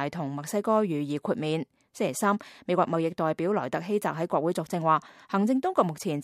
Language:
Cantonese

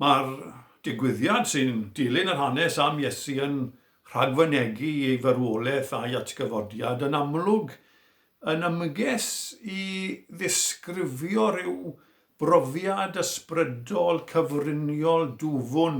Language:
Welsh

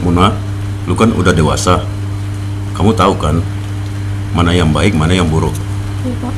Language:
Makassar Malay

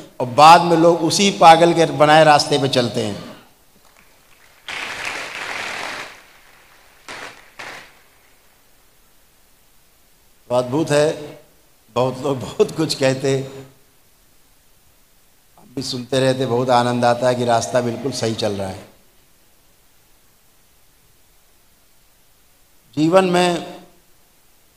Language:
Hindi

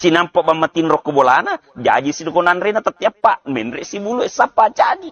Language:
Buginese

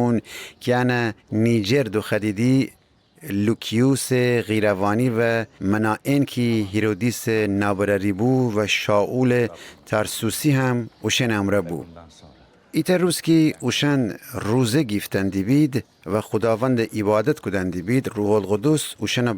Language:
Gilaki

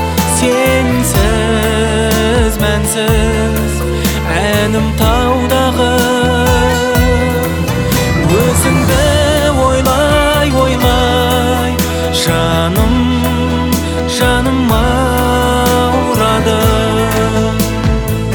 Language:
Kazakh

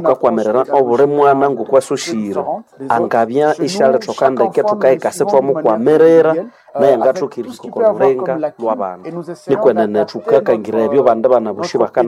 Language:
Nande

